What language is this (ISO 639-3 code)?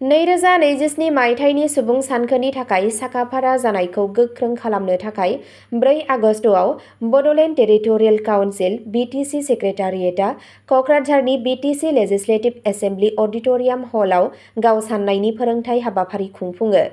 brx